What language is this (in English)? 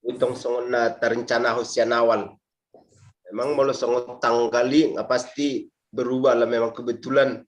Batak Toba